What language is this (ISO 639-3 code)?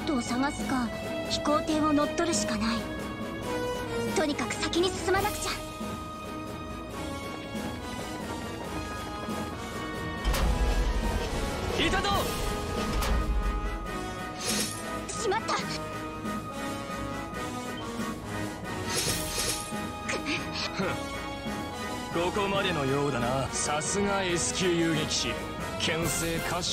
jpn